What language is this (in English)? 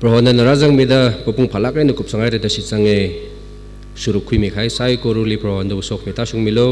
Tangkhul Naga (India)